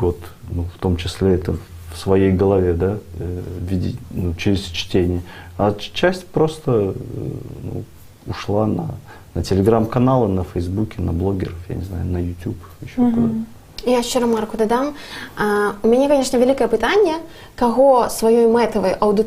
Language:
Belarusian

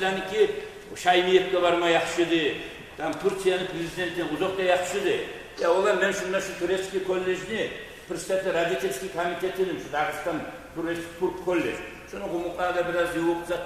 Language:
Kumyk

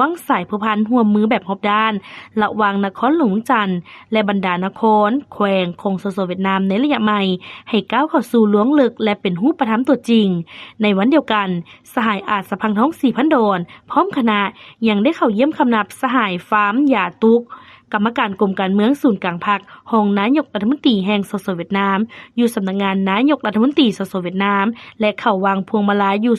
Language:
Lao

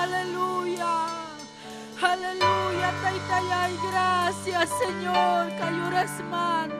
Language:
Ayacucho Quechua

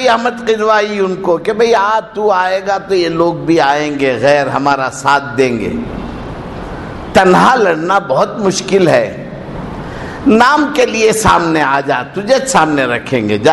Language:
Urdu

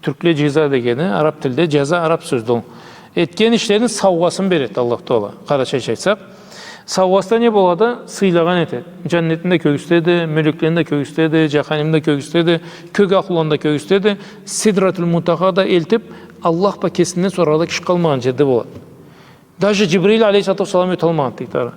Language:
Karachay-Balkar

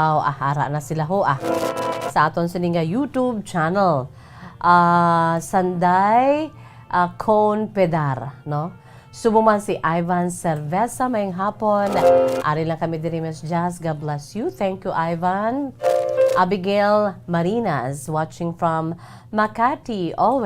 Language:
Hiligaynon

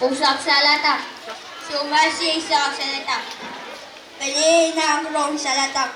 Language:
Pohnpeian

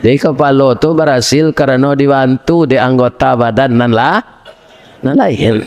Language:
Minangkabau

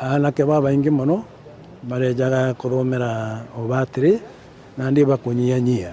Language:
Meru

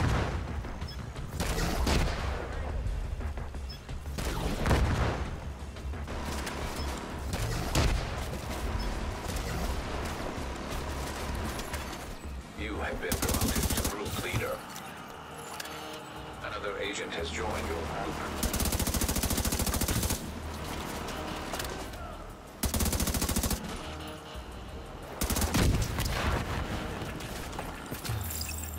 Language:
English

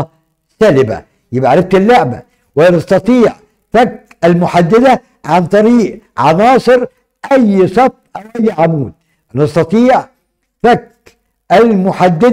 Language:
Egyptian Arabic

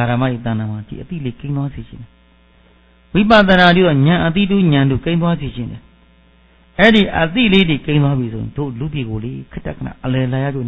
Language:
Burmese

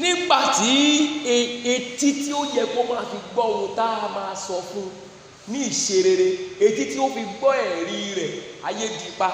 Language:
Yoruba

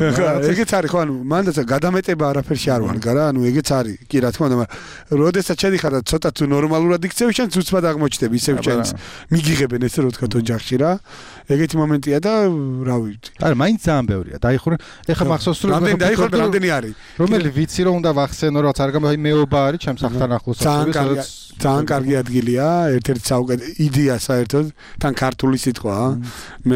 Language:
Georgian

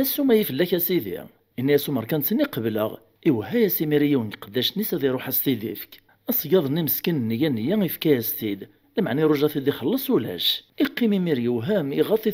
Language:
Kabyle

